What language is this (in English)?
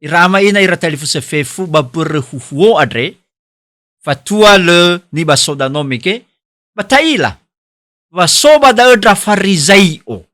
Nias